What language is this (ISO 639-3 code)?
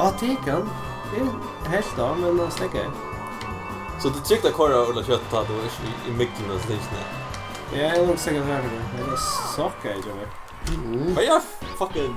fao